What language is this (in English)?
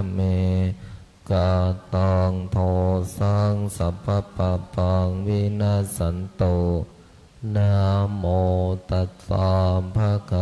Pali